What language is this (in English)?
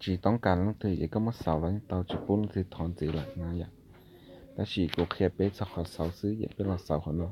Hmong